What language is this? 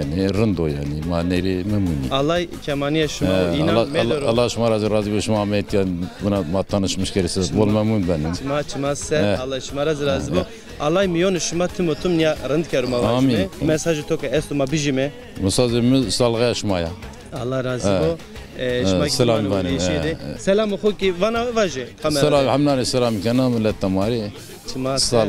Zaza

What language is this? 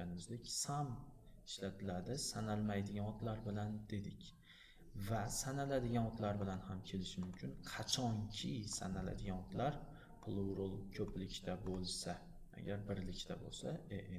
Uzbek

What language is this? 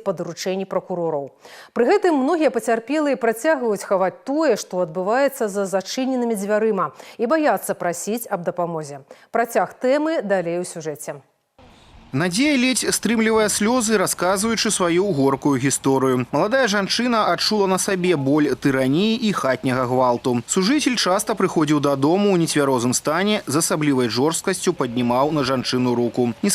Belarusian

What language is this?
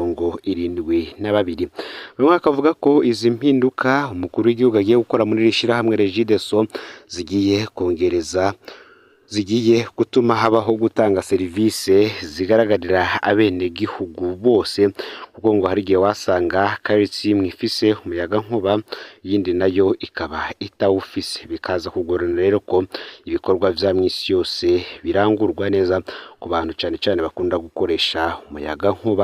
Rundi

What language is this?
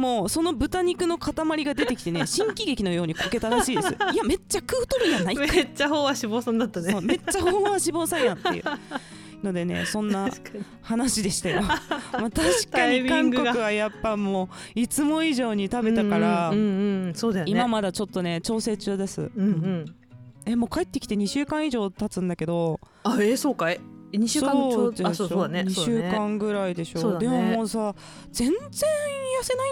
Japanese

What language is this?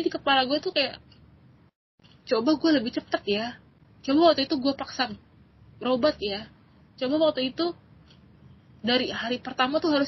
Indonesian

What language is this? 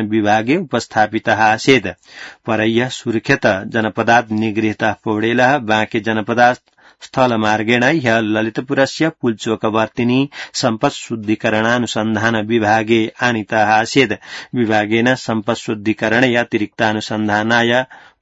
Sanskrit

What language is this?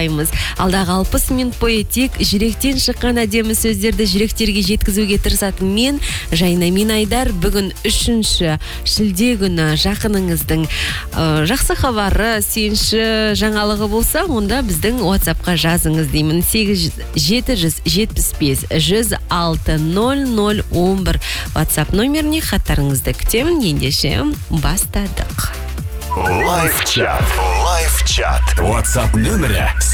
Kazakh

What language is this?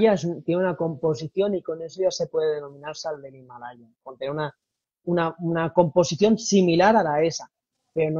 Spanish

